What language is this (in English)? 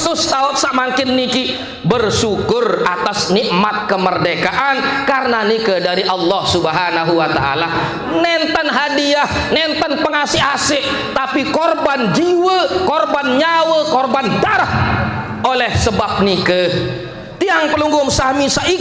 Sasak